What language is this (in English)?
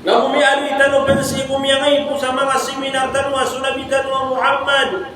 Maranao